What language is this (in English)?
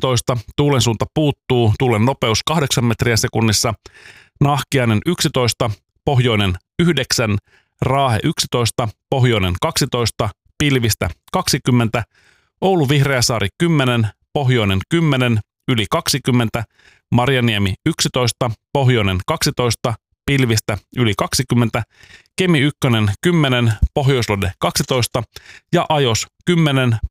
Finnish